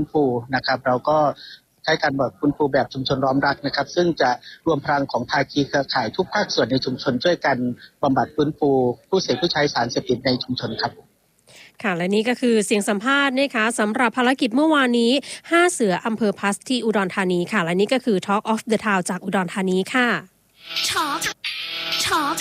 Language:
Thai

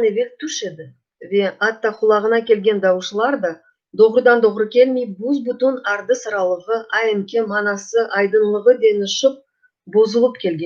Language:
Crimean Tatar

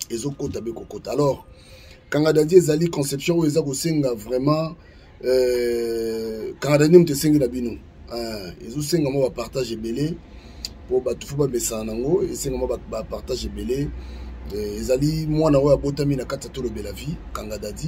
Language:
Lingala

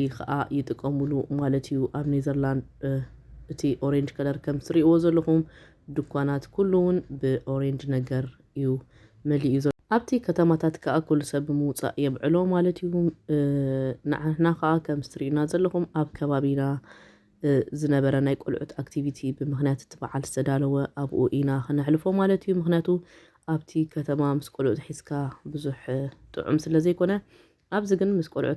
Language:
Tigrinya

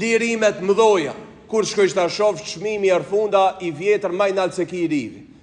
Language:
Albanian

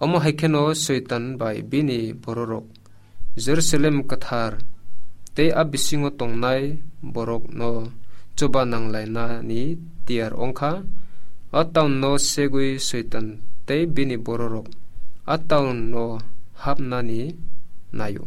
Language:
Kok Borok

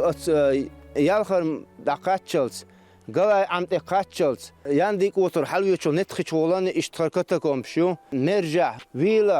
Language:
Chechen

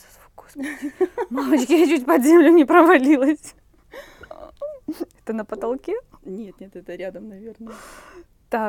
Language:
Russian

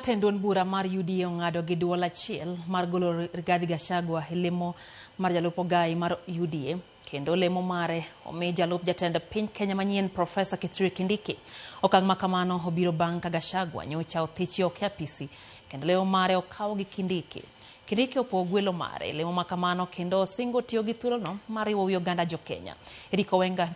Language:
Luo (Kenya and Tanzania)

